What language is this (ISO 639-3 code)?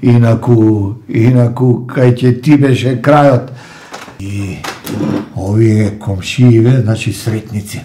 mkd